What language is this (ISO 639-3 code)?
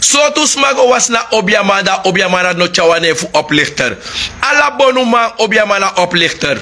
srn